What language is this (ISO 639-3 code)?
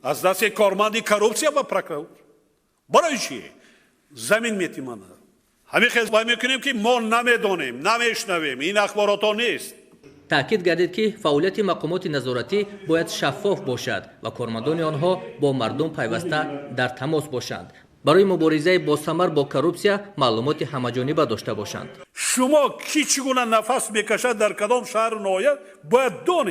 tgk